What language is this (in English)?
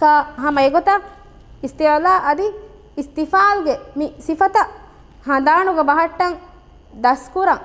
Divehi